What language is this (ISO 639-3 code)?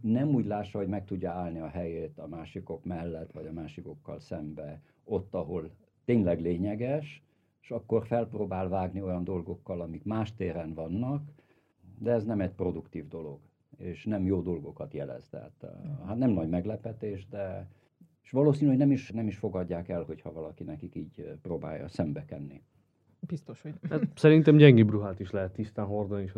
hun